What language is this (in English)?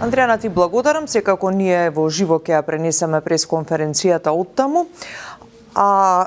Macedonian